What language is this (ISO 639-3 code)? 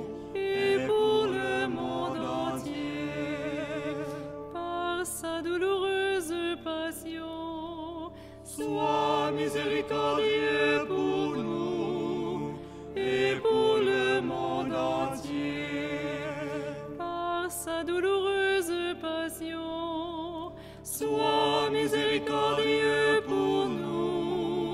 fra